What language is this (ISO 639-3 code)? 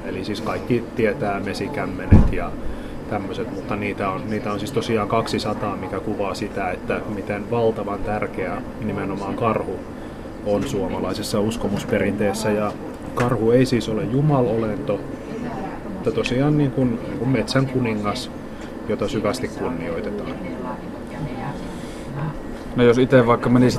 fin